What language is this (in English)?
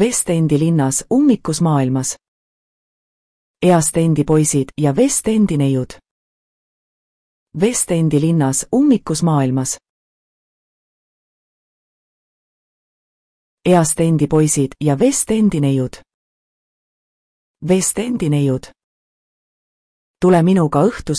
Estonian